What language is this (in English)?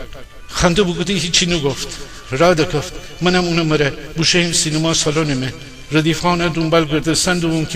Gilaki